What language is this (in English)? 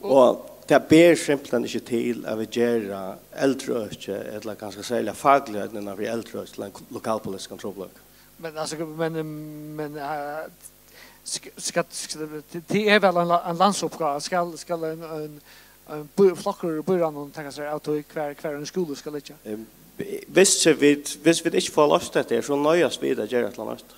Faroese